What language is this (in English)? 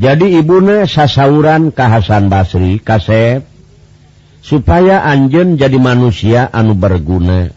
Sundanese